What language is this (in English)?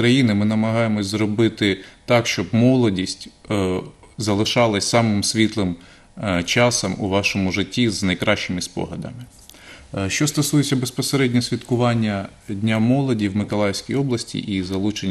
Ukrainian